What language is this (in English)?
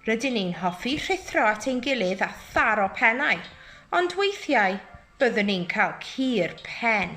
Welsh